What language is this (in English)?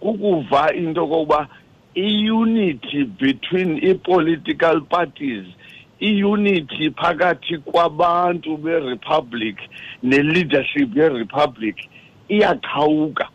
Xhosa